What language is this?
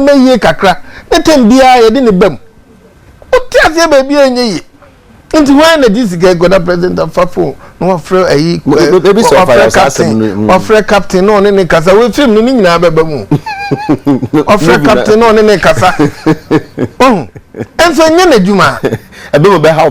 Akan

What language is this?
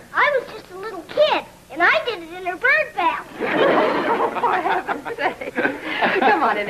English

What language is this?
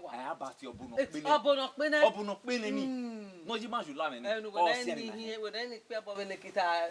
Bini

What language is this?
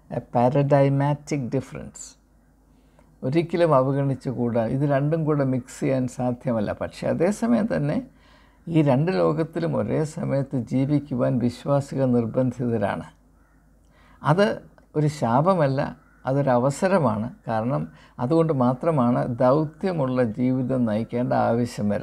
Malayalam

